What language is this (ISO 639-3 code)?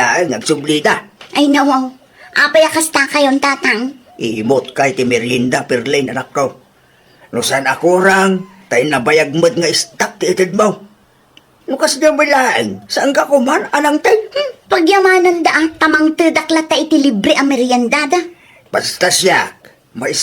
ilo